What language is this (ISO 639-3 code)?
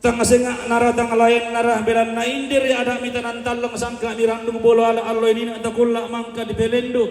sda